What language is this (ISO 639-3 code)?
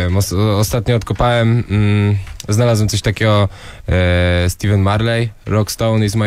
pol